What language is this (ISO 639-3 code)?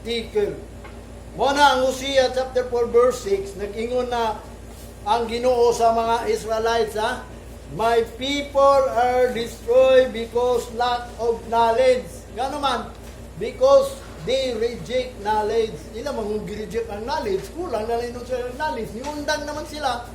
ceb